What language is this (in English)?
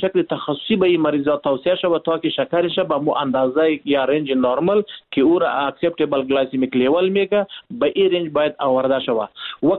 Persian